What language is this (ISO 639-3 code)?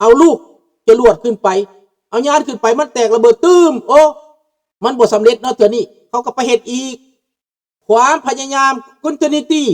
lao